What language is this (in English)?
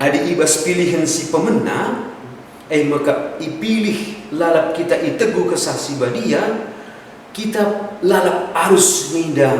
Batak Karo